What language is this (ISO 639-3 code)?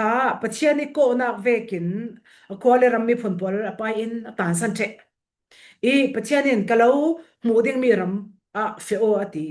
cfm